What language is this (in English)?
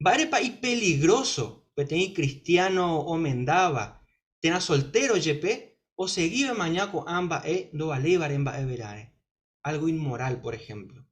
Guarani